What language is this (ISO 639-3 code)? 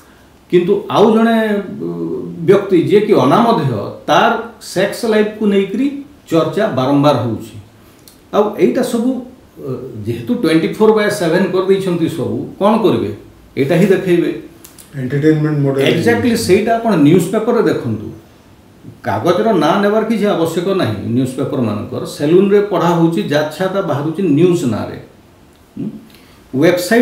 ori